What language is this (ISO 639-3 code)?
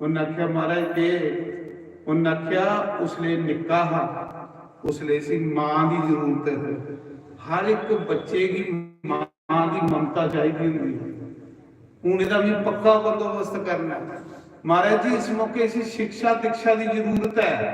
doi